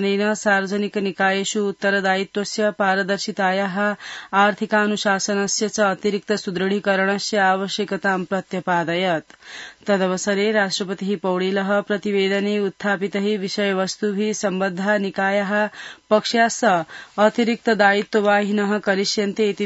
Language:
Sanskrit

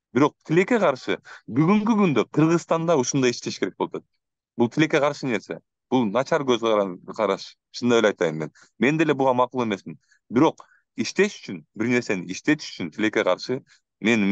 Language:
Kyrgyz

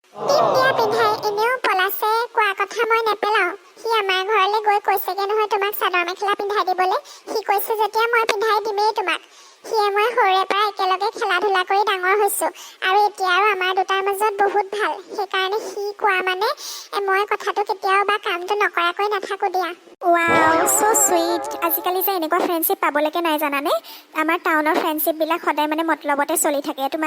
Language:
Assamese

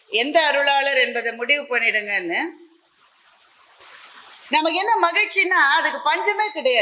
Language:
Tamil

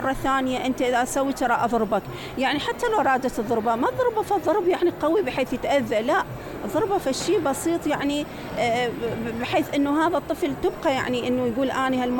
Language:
Mesopotamian Arabic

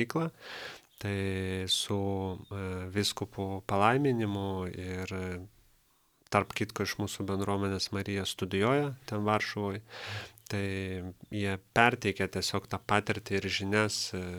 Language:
Lithuanian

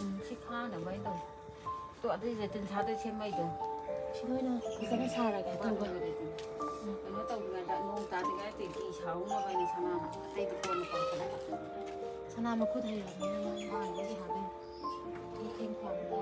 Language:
Manipuri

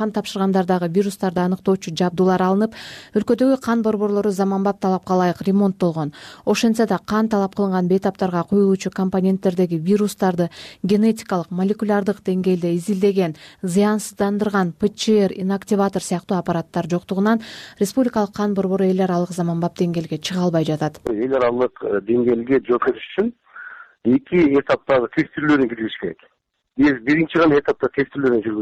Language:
Kyrgyz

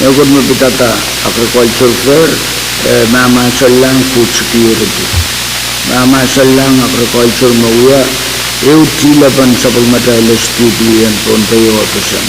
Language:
Pohnpeian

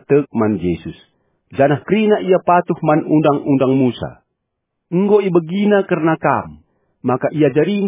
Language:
Batak Karo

